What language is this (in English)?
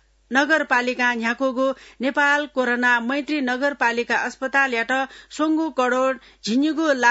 Newari